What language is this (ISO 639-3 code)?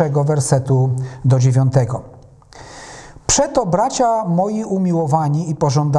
pol